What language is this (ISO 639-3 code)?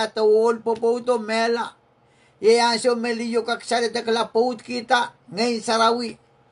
pon